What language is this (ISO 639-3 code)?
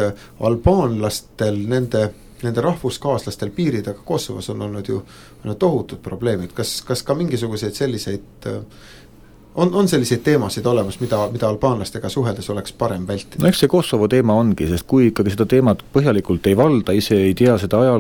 est